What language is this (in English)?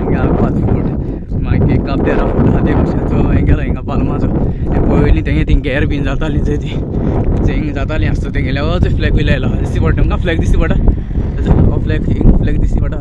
Konkani